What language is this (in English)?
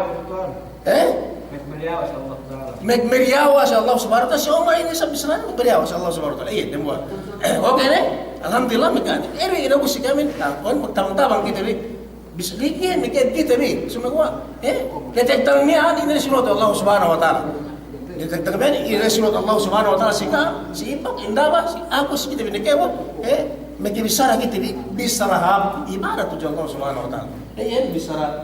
Yakan